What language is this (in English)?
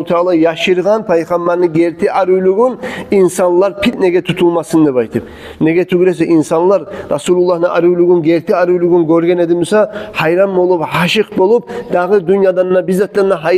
Kumyk